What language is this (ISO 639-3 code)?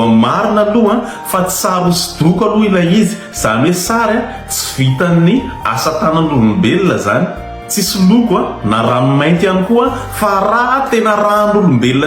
mlg